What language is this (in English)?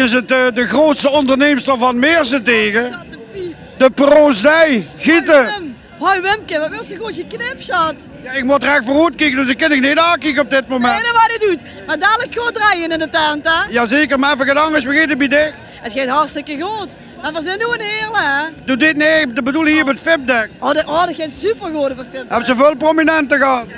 Limburgish